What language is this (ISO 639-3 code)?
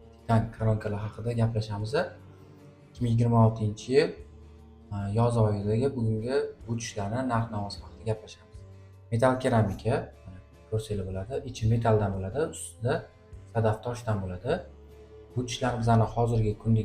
uzb